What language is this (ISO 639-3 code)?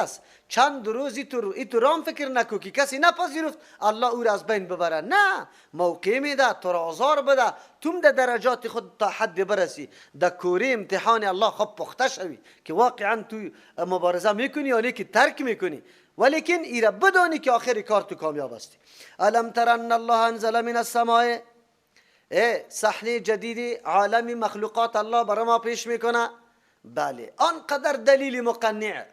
fas